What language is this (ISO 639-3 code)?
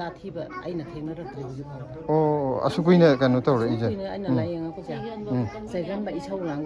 mni